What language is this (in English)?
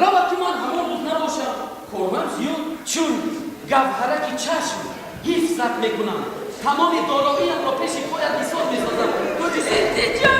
Tajik